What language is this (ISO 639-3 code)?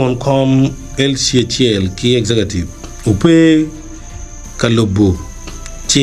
ach